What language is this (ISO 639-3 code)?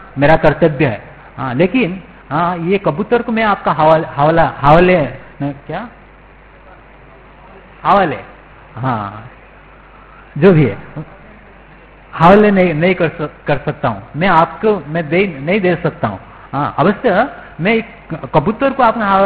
hin